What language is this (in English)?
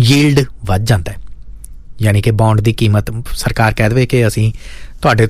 Punjabi